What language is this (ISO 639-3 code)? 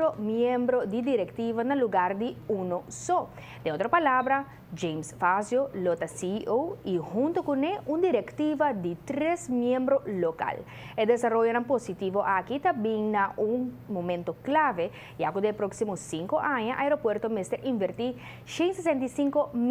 pap